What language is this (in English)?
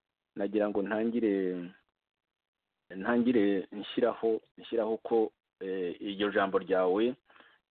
Kinyarwanda